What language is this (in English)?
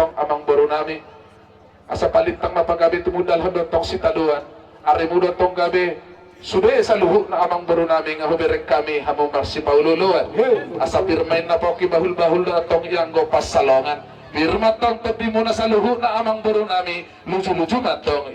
Batak Toba